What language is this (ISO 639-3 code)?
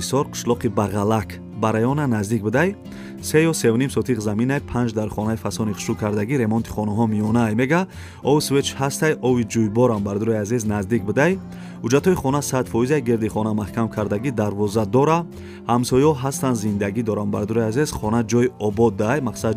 tgk